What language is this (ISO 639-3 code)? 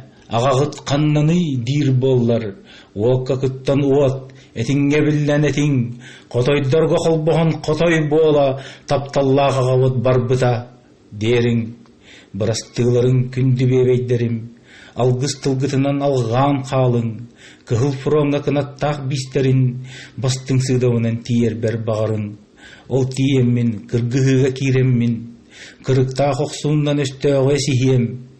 sah